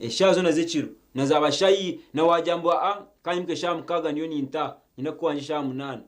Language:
Nyankole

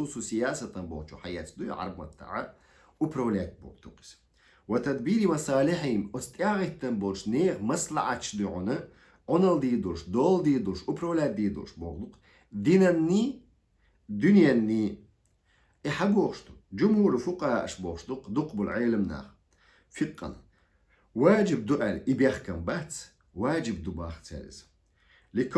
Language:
Chechen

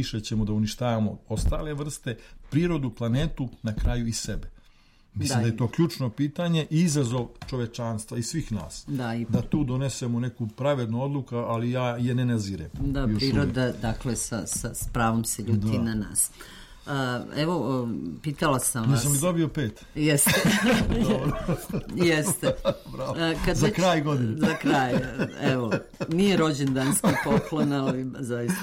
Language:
Serbian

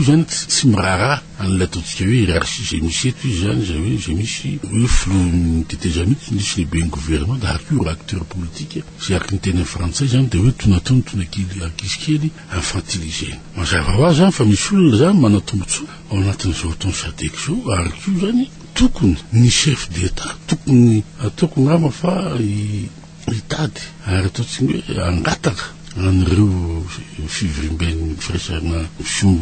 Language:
Malagasy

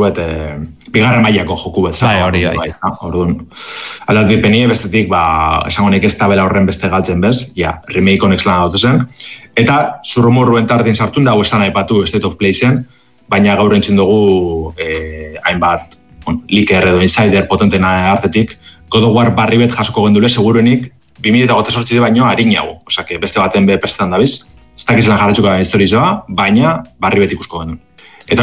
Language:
Basque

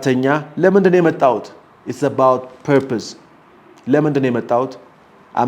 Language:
Amharic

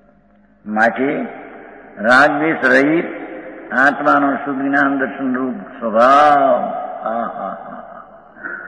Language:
Gujarati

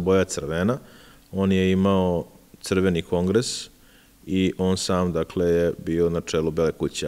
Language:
Serbian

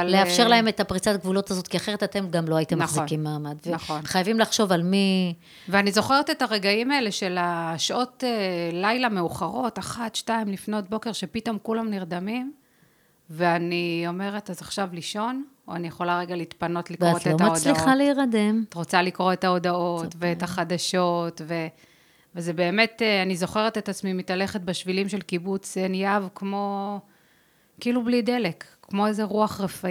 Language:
Hebrew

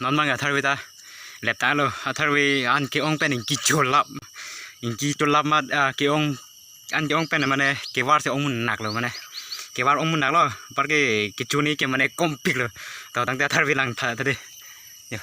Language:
Karbi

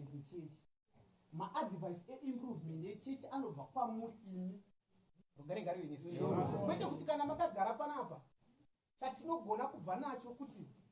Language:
Shona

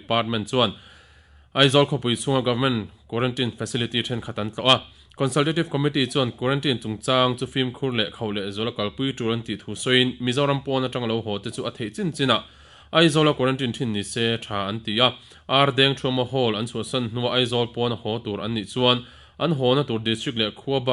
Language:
Mizo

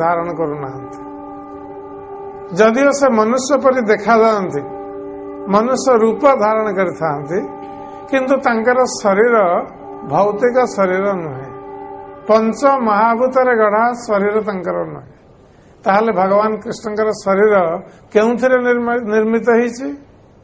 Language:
Odia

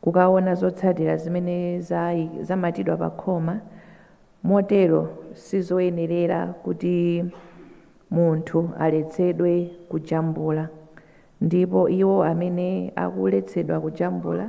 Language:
Nyanja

